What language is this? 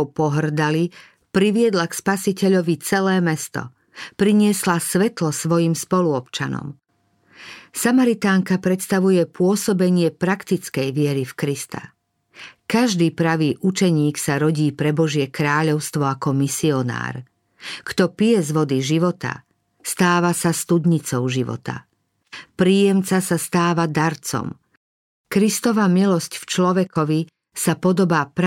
Slovak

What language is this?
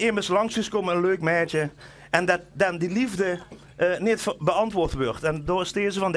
Limburgish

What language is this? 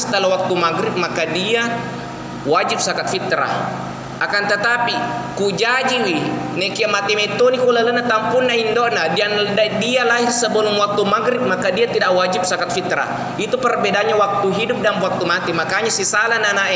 Buginese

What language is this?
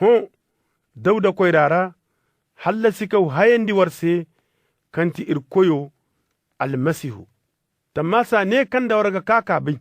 Zarma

